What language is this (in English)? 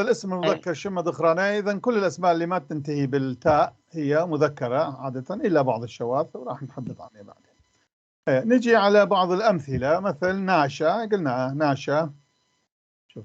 North Levantine Arabic